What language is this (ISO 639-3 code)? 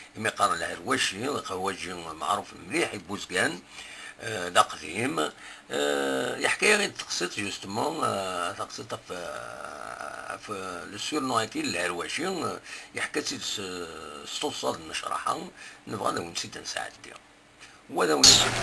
kab